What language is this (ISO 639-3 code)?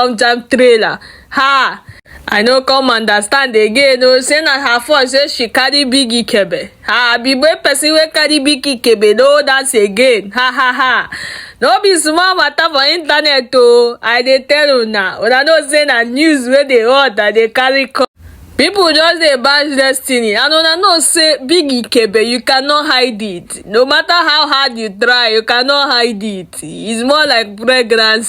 pcm